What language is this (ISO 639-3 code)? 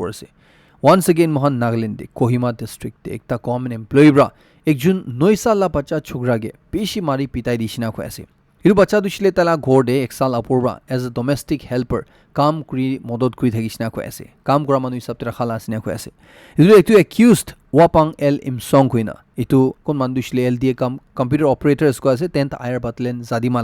nag